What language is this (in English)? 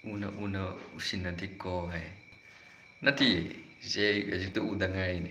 Manipuri